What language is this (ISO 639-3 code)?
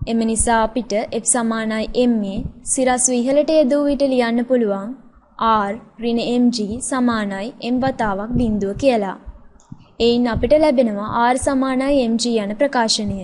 sin